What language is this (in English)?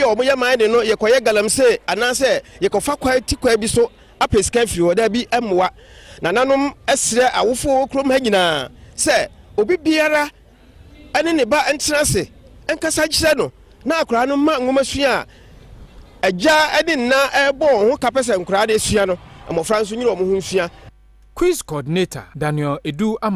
Akan